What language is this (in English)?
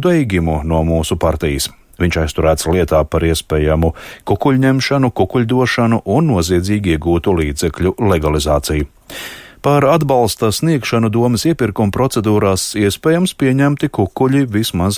Latvian